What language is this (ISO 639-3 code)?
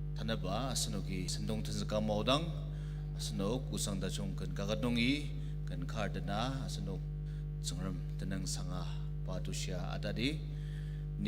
njo